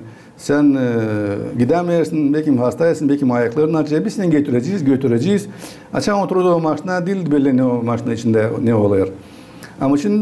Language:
Gagauz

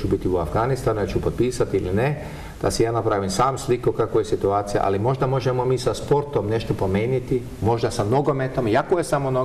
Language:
Croatian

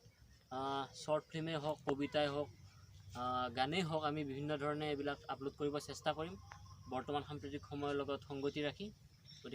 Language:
Assamese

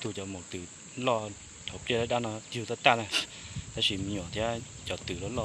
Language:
Hmong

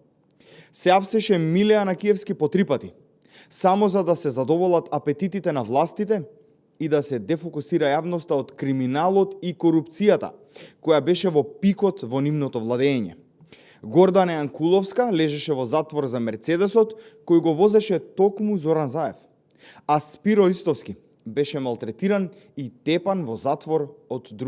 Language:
Macedonian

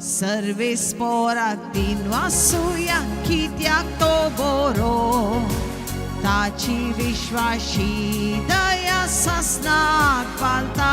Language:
Konkani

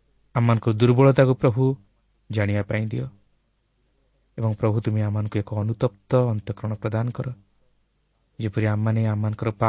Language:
Odia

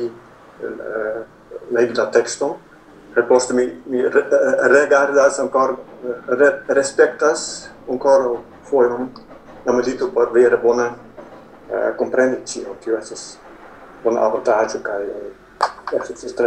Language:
Esperanto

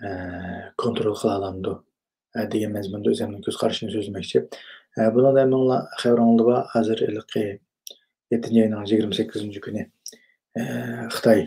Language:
Uyghur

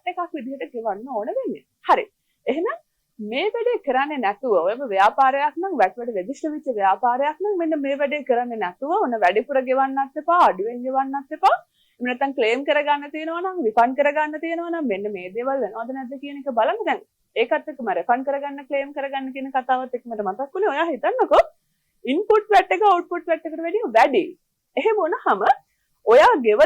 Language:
Sinhala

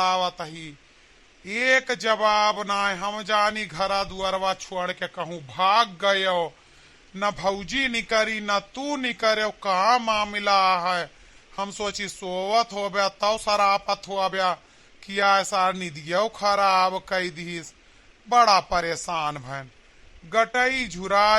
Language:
Awadhi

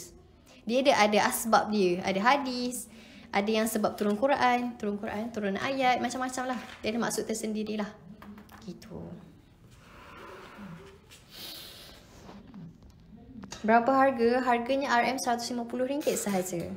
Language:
Malay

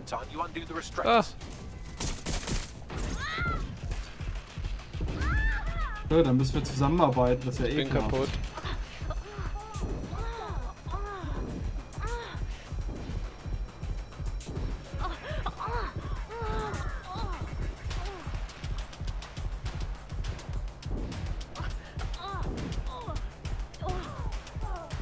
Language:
German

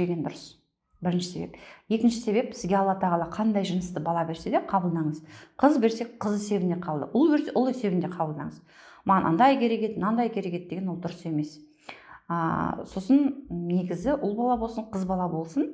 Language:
Kazakh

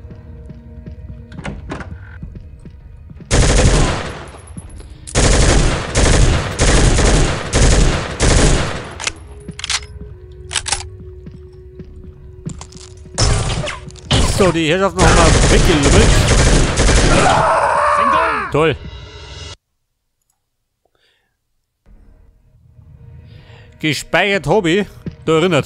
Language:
German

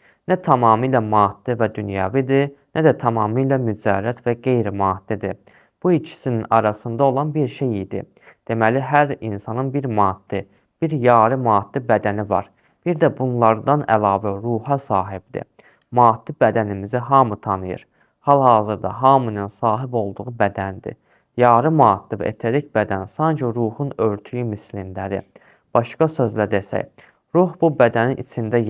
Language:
Azerbaijani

